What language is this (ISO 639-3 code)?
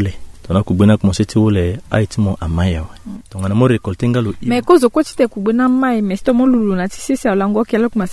sag